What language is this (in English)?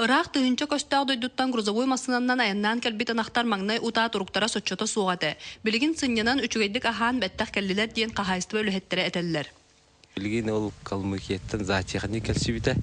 Yakut